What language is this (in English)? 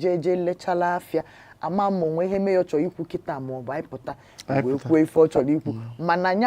Igbo